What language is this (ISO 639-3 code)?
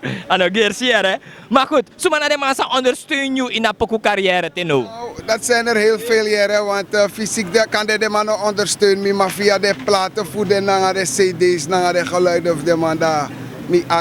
srn